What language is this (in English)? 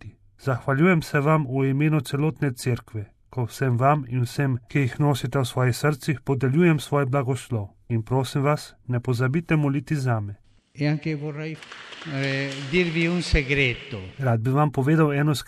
Slovenian